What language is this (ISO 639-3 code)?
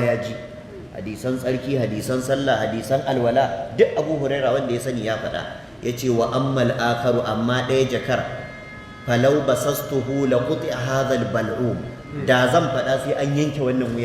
hau